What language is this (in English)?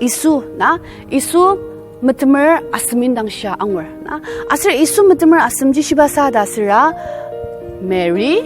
Ao Naga